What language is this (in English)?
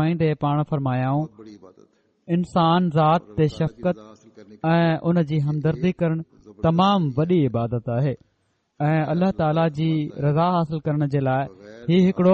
Sindhi